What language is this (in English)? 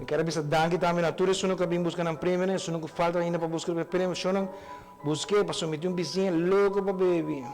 Papiamento